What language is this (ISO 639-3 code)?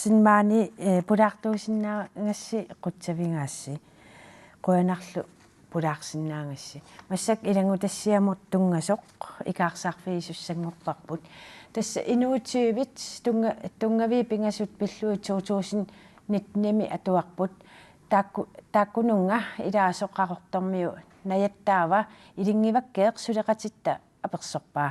kal